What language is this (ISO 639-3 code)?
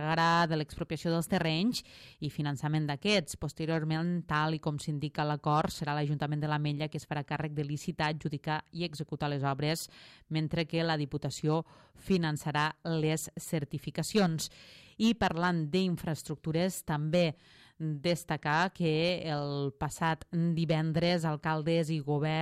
cat